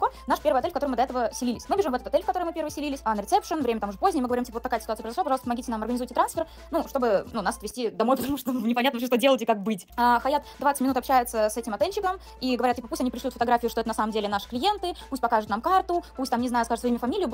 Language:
Russian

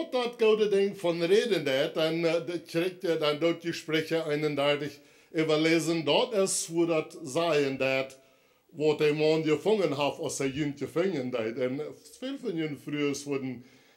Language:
Plautdietsch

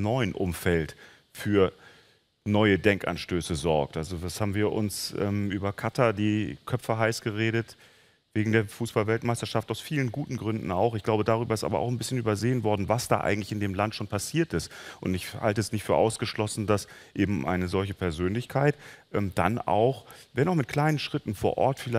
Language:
German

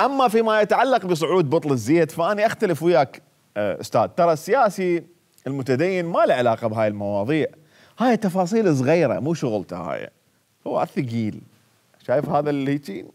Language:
Mesopotamian Arabic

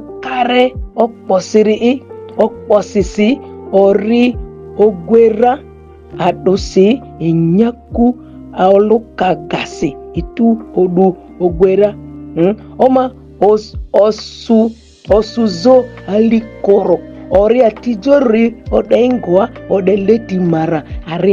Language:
Ma'di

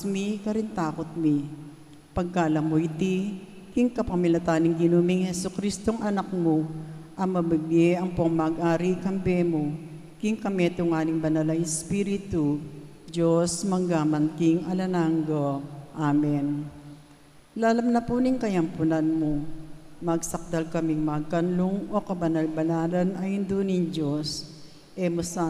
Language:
Pampanga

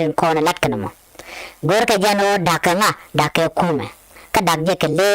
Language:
Nuer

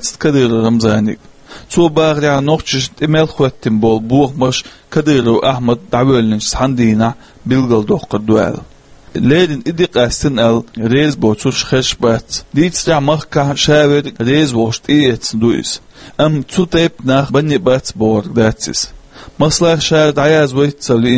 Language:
Chechen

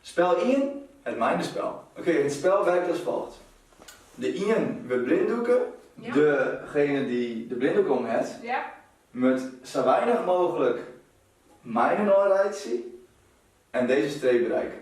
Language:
Western Frisian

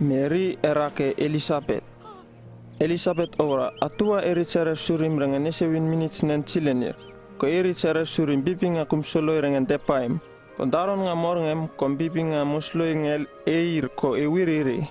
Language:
Uripiv-Wala-Rano-Atchin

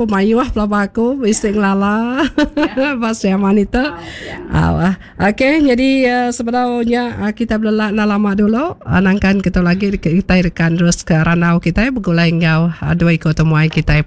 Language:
Iban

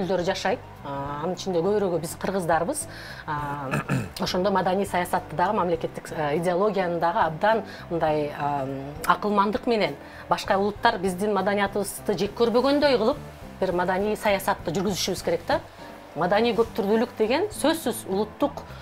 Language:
Kyrgyz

